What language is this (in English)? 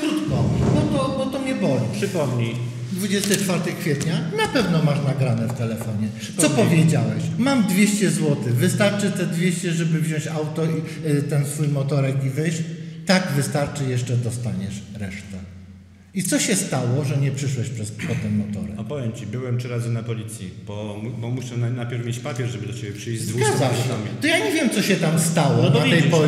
Polish